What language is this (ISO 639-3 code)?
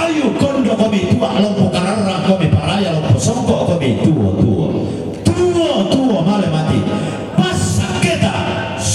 sda